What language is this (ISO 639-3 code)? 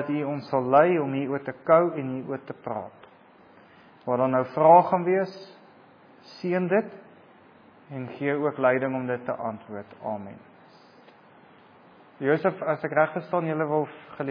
afr